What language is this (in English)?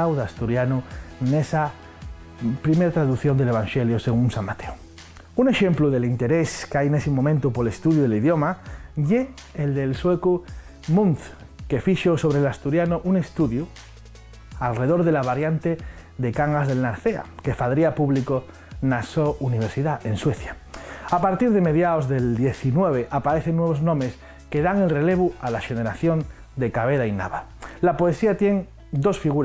Asturian